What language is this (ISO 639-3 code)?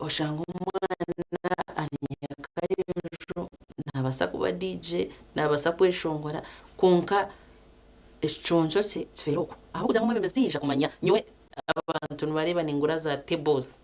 nyn